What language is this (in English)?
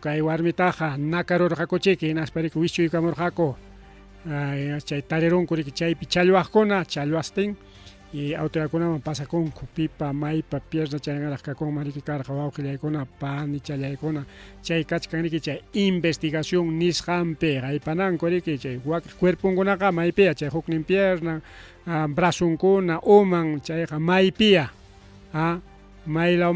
Ayacucho Quechua